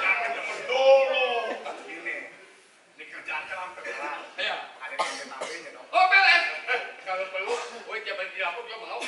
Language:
Betawi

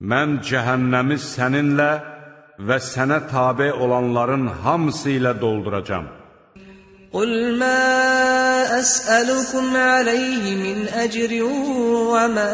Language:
Azerbaijani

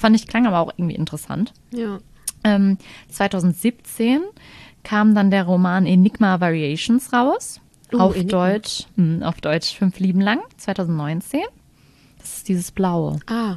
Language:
German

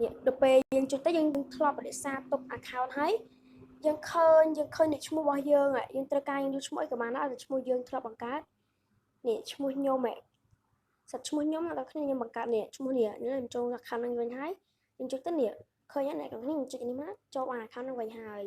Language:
Khmer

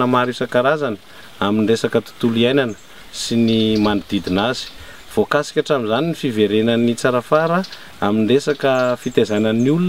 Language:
Malagasy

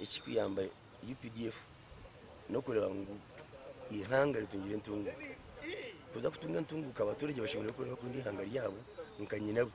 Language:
Nyankole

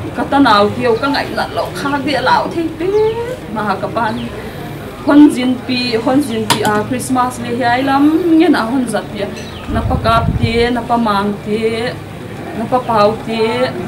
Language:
Paite Chin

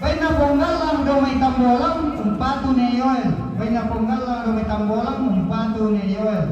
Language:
Toraja-Sa'dan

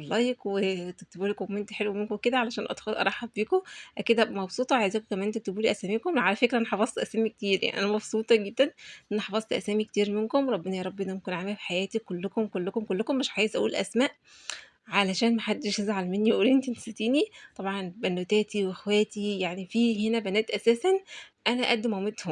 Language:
Egyptian Arabic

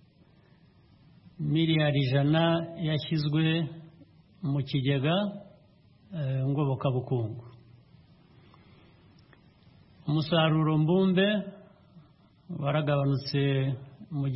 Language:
Kinyarwanda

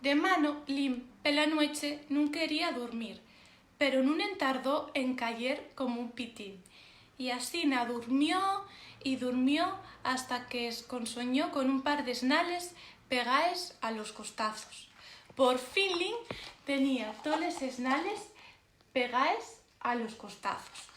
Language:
Asturian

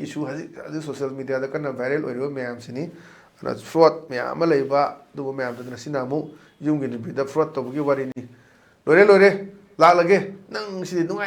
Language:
Manipuri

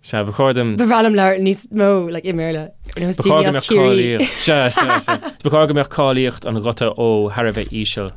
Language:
Irish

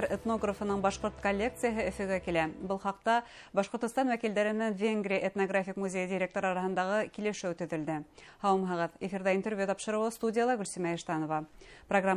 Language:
Bashkir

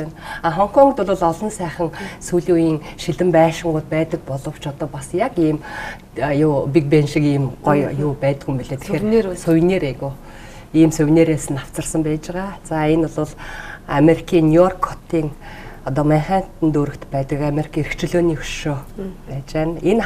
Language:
Mongolian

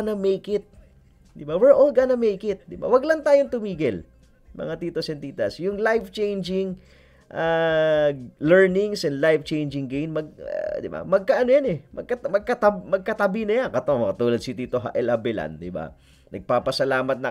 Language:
Filipino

